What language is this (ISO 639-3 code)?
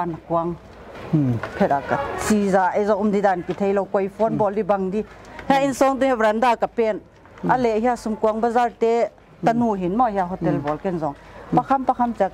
pck